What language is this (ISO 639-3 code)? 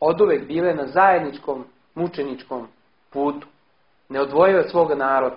srp